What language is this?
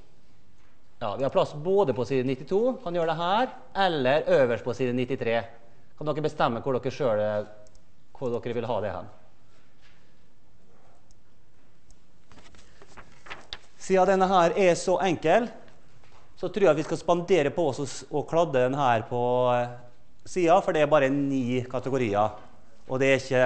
Norwegian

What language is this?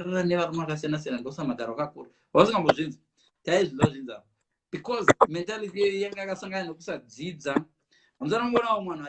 Shona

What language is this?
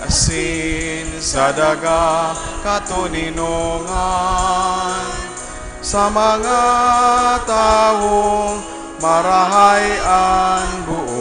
Bikol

